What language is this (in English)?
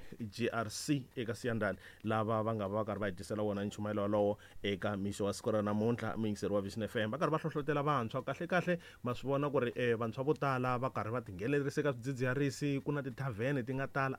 Tsonga